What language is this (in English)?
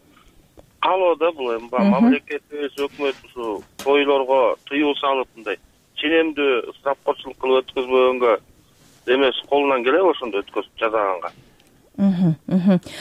Kyrgyz